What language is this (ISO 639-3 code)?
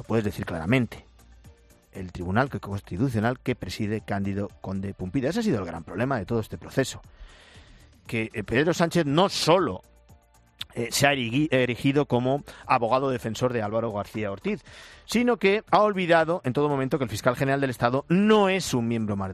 spa